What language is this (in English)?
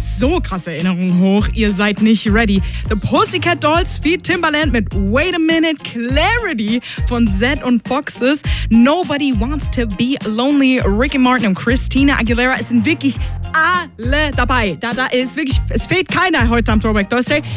German